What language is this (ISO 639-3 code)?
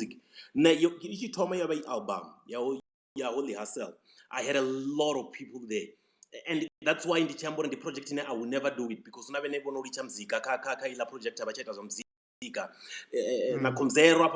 ven